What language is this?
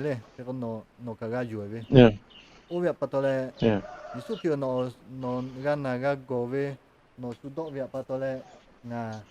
Lahu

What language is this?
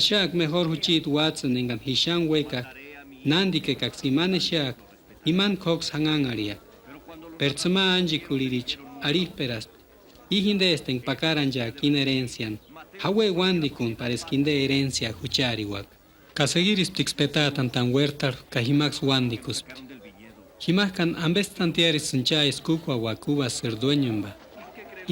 Purepecha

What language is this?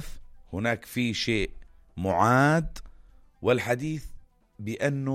North Levantine Arabic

